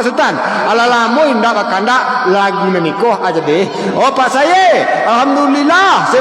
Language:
Minangkabau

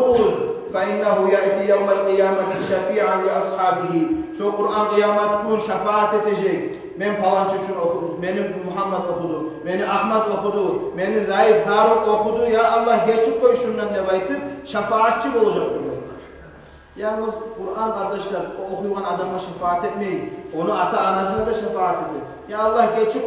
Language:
Kumyk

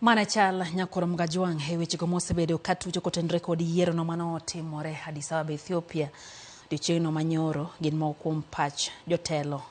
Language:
Luo (Kenya and Tanzania)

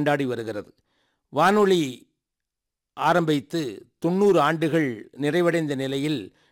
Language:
Tamil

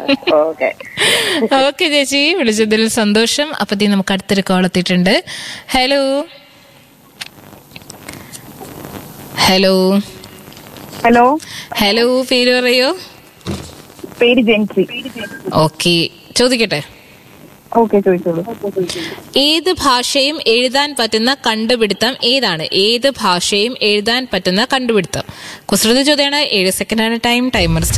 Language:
Malayalam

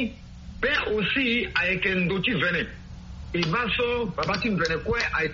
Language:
Sango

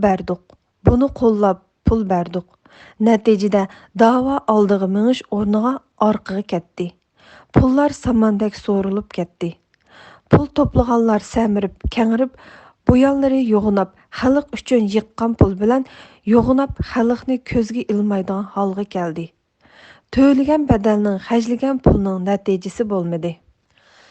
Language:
Uyghur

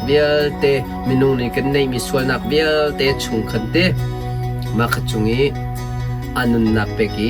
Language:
Hakha Chin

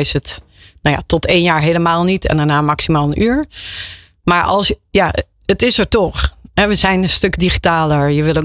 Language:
Dutch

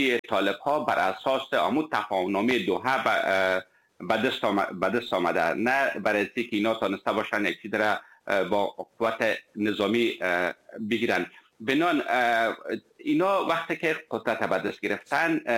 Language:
Persian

